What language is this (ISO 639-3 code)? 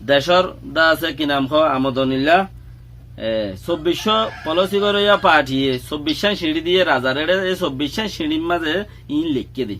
rhg